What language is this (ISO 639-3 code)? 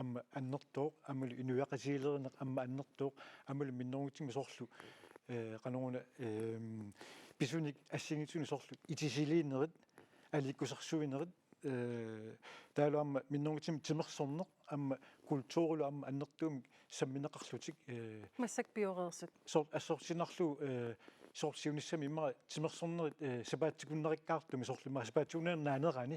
kal